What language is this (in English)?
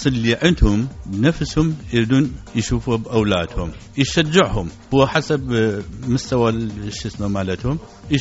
Mesopotamian Arabic